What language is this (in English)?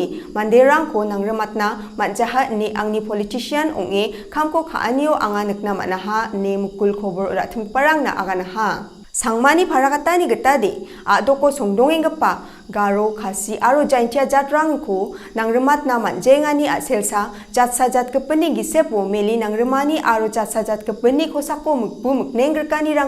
Garo